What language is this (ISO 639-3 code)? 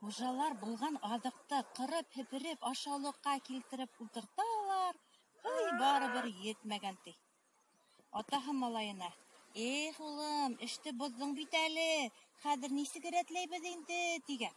bak